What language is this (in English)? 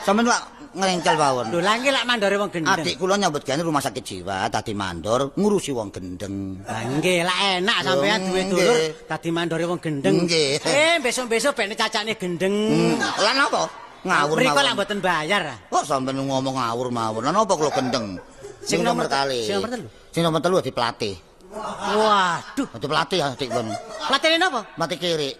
Javanese